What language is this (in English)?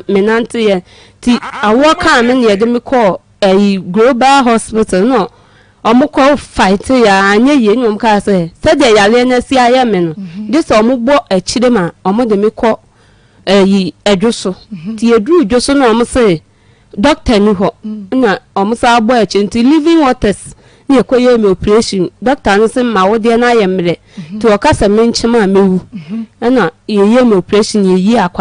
Akan